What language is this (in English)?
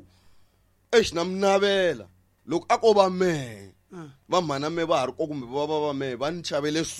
Tsonga